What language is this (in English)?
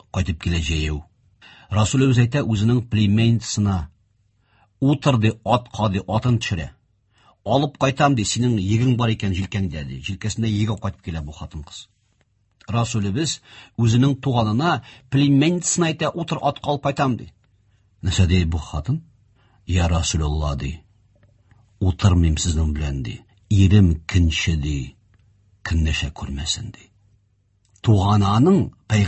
Tatar